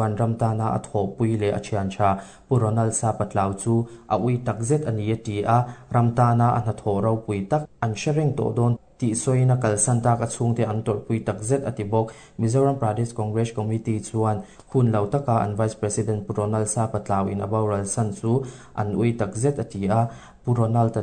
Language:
Mizo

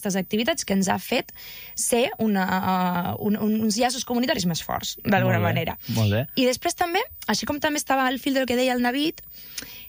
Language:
Catalan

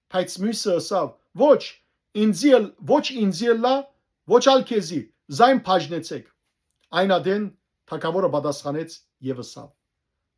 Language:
Western Armenian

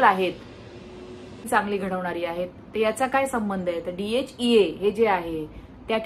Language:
Marathi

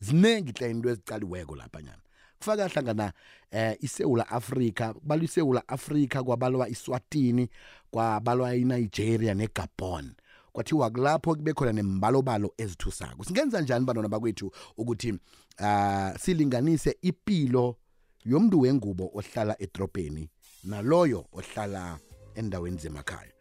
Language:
South Ndebele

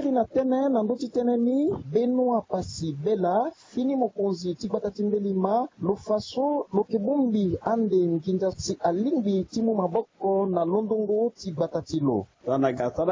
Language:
Sango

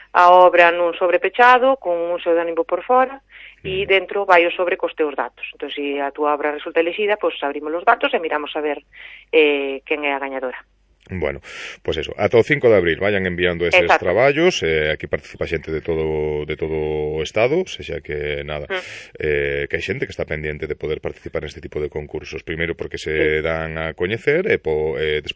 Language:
Galician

